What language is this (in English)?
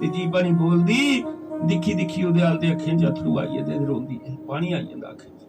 Dogri